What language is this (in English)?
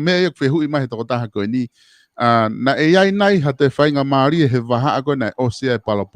Tongan